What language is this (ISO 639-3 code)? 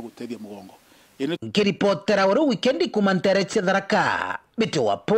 mer